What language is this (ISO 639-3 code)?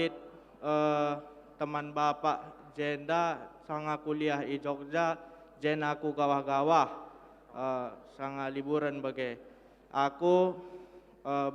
btx